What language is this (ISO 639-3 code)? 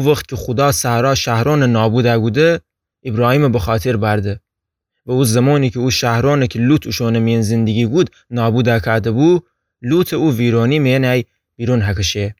glk